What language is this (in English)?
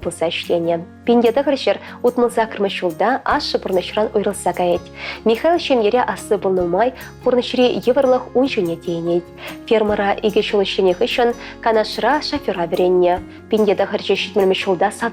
Chuvash